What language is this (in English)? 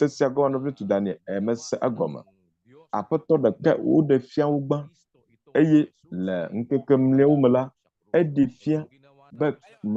Ewe